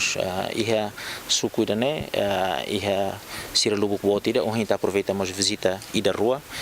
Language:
Tetum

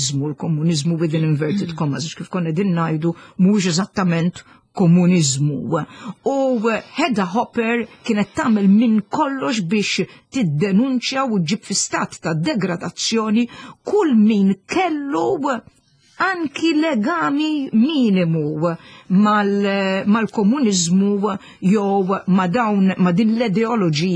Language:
Maltese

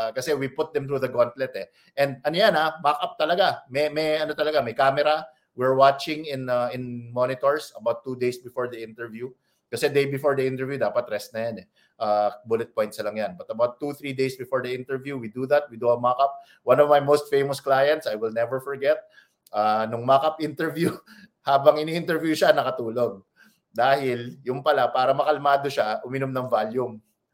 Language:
Filipino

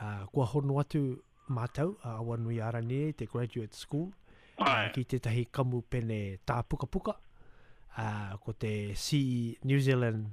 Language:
Māori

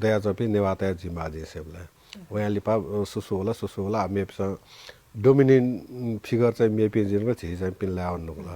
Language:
Newari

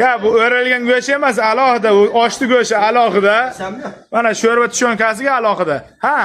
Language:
Uzbek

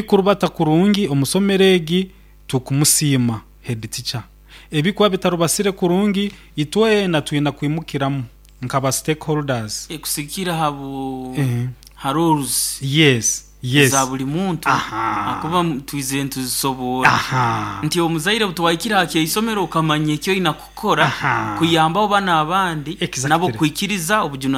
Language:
Nyoro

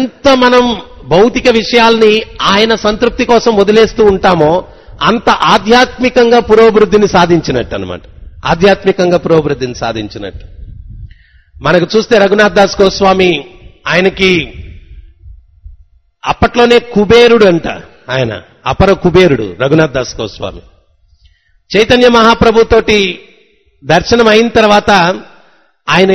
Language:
Telugu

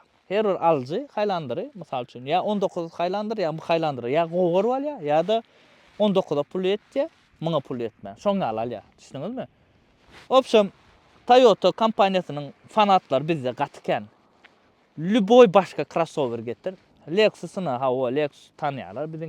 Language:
Turkmen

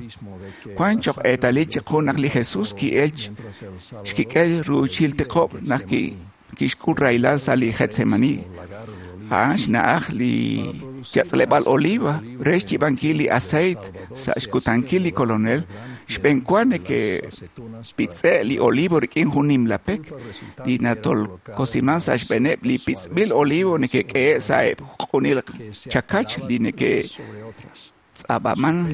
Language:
Kekchí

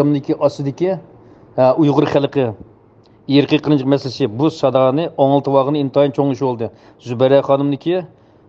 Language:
Uyghur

